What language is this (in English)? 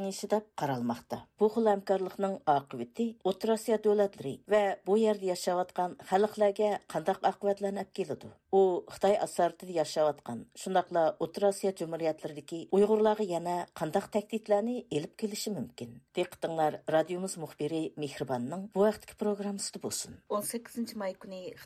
Uyghur